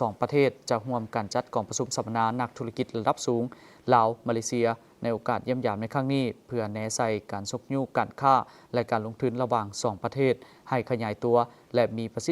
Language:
Lao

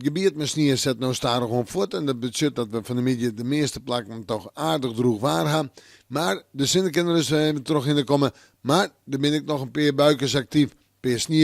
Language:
Western Frisian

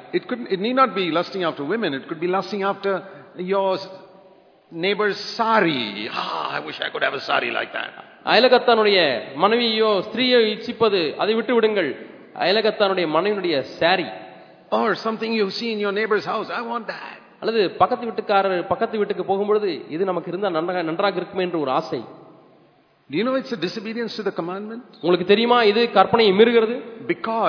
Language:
Tamil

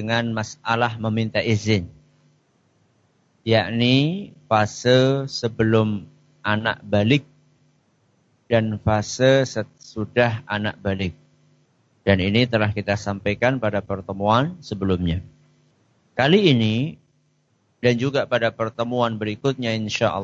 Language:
Indonesian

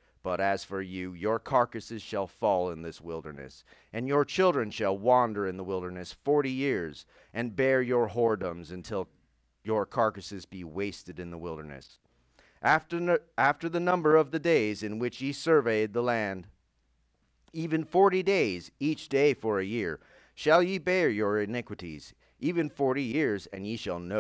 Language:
English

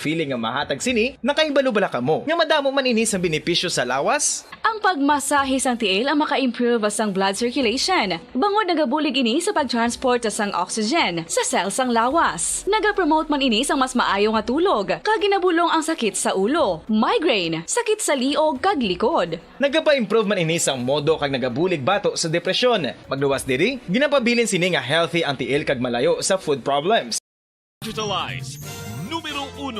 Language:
Hiligaynon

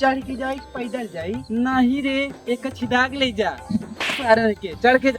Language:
Awadhi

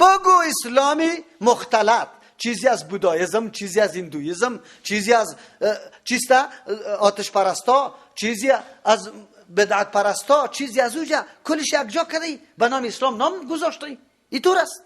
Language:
Persian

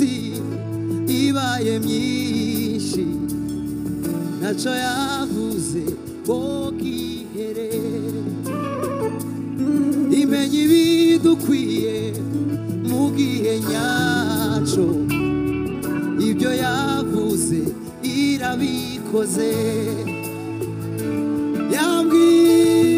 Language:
Kinyarwanda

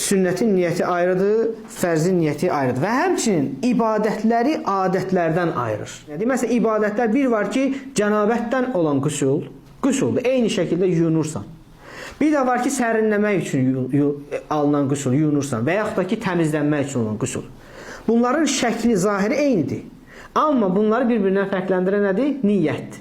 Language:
Azerbaijani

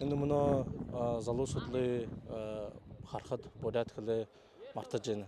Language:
Buriat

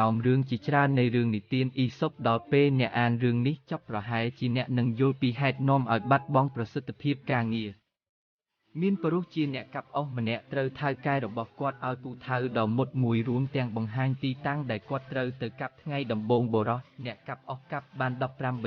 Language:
Khmer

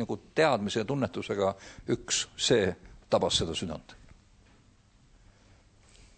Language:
Estonian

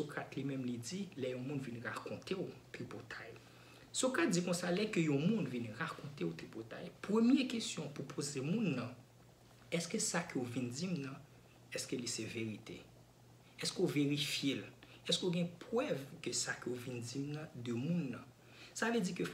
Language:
Haitian Creole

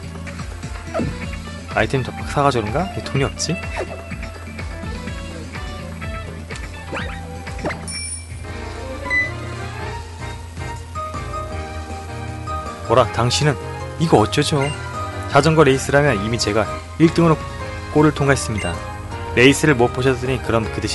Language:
Korean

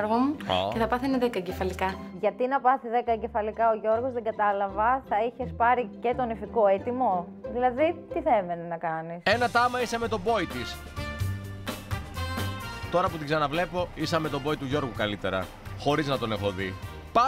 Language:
Greek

